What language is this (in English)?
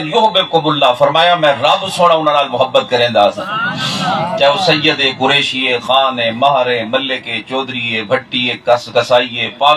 Saraiki